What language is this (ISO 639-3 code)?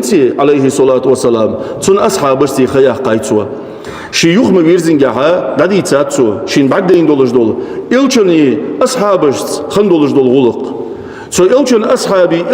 inh